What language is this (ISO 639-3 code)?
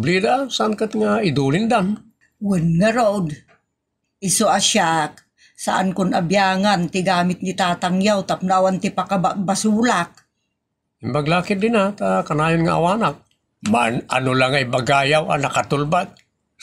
ilo